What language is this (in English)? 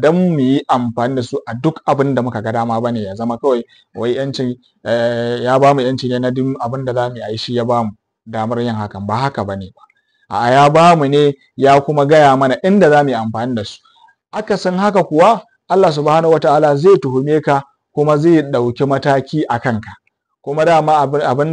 Hausa